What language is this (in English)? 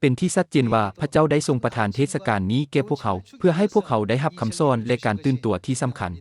Lao